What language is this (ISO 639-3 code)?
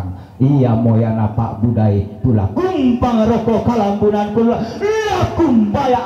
sda